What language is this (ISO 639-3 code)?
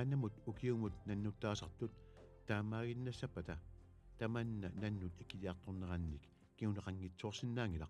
kal